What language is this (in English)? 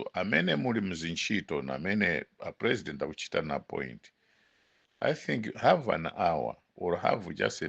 Nyanja